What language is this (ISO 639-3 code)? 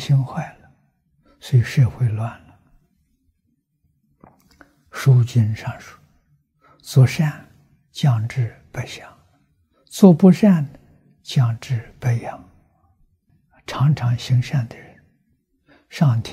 zho